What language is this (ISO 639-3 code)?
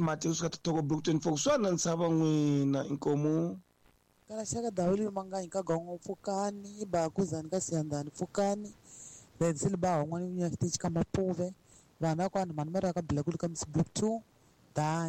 tso